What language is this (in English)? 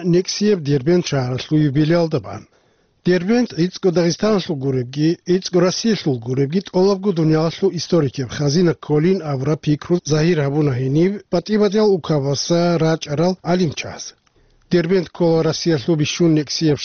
Avaric